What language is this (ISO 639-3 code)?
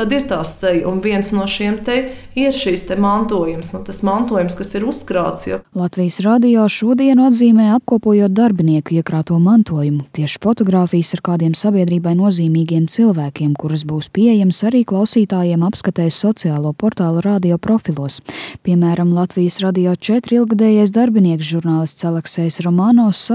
lav